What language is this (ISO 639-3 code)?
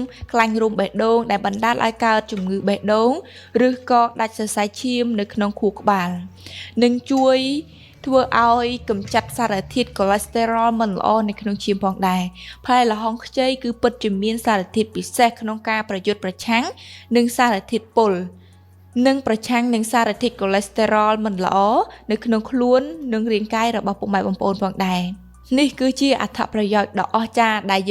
khm